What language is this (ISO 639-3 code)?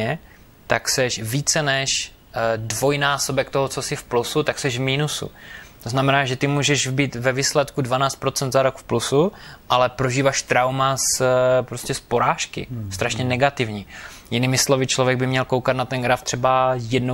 ces